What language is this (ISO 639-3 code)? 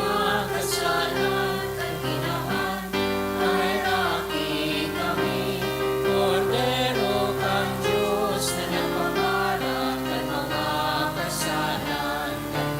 bik